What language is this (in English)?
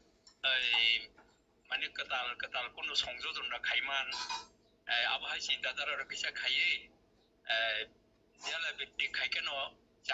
Kok Borok